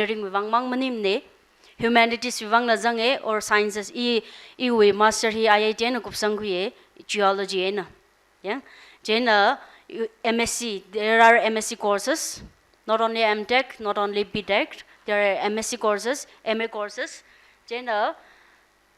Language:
Tangkhul Naga (India)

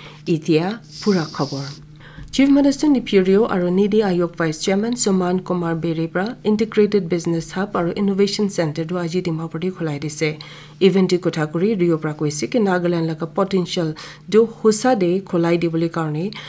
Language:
Naga Pidgin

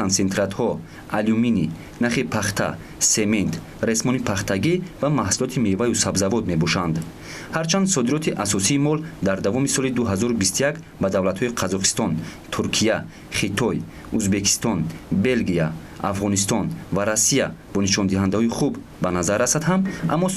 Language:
Tajik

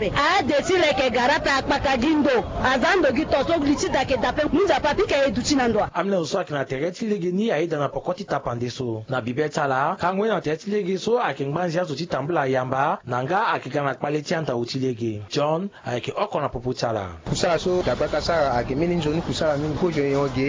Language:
Sango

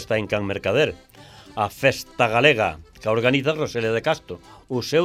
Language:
Galician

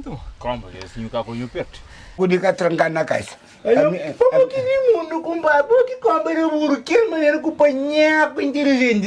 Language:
Kabuverdianu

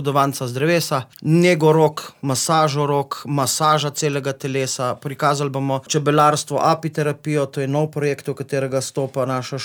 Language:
Slovenian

